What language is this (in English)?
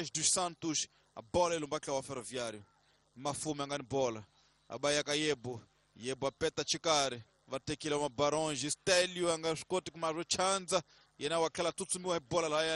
Tsonga